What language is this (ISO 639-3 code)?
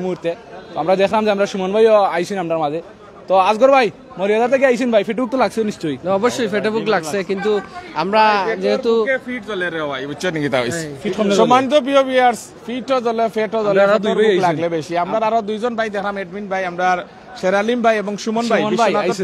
syl